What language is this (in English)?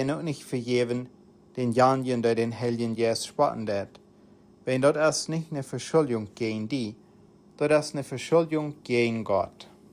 Plautdietsch